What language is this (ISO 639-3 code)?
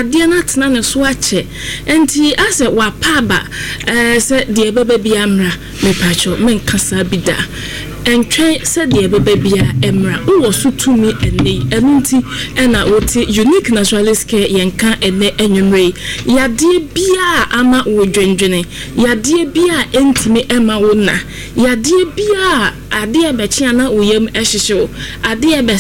aka